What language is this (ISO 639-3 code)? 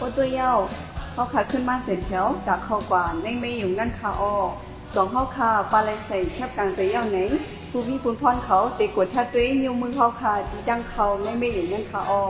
shn